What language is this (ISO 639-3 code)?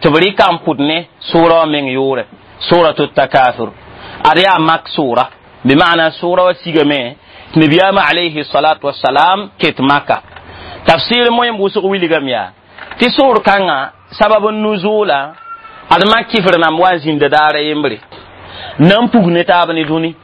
mos